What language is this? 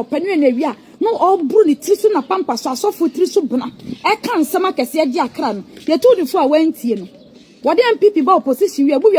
Akan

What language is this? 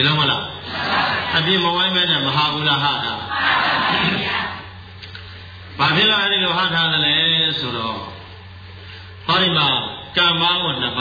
Burmese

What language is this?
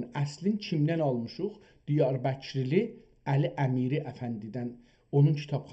South Azerbaijani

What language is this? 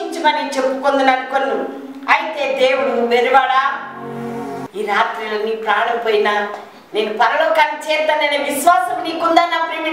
Telugu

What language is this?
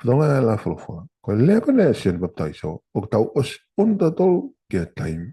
Tongan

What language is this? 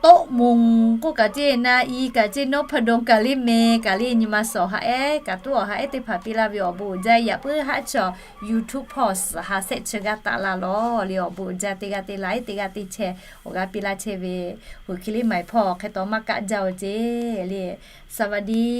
Lahu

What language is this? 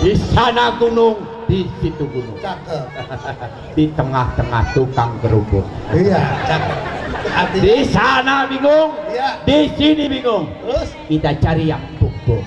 Betawi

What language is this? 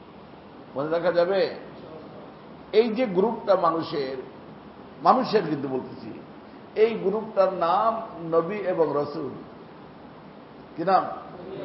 Bangla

